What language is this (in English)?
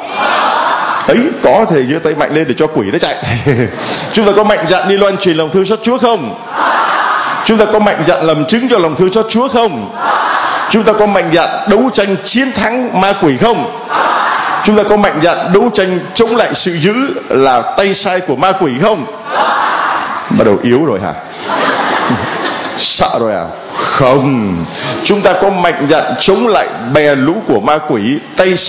Vietnamese